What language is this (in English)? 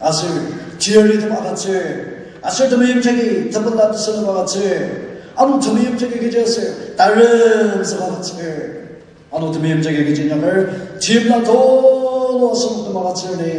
Ao Naga